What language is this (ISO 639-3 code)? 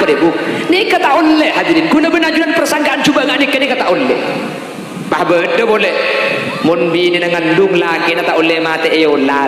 mad